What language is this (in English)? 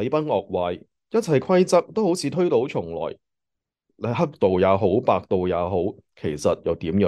Cantonese